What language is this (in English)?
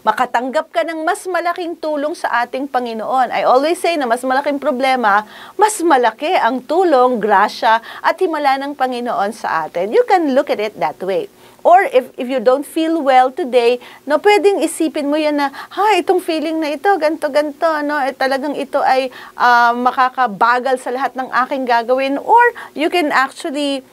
Filipino